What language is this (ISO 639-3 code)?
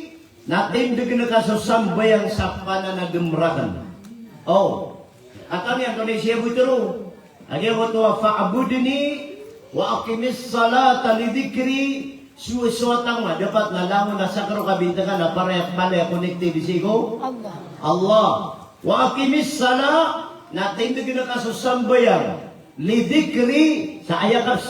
mrw